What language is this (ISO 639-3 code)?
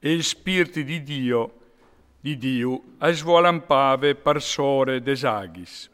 fur